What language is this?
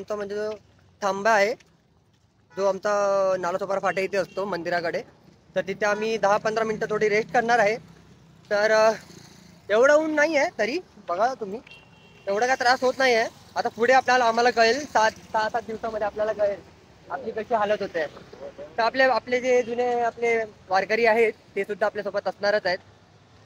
Marathi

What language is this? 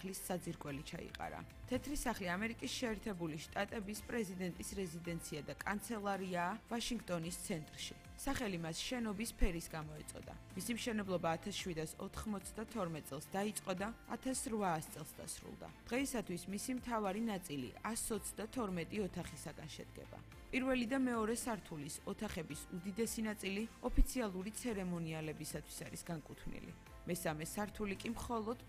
Georgian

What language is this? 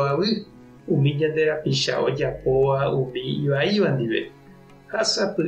Guarani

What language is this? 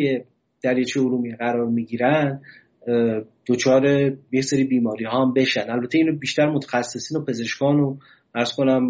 Persian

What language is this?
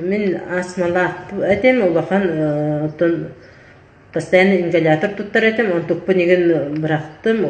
Yakut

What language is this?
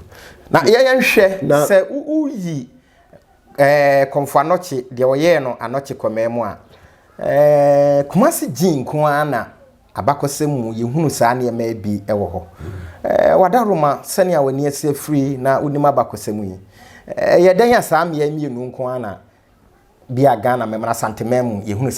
Akan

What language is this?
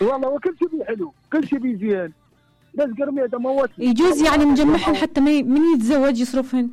Mesopotamian Arabic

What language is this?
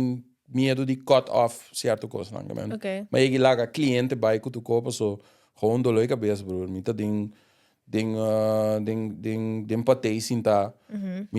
Papiamento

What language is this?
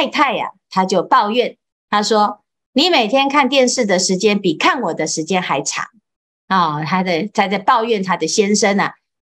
Chinese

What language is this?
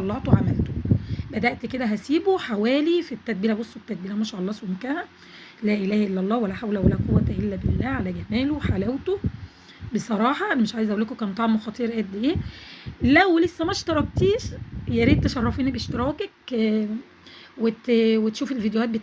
Egyptian Arabic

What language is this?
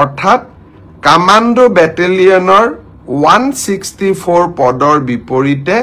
Assamese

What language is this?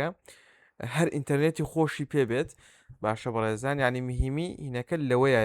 Central Kurdish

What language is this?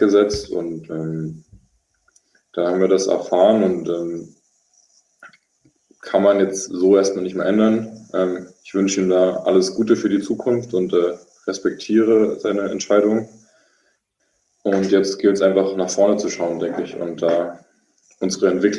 German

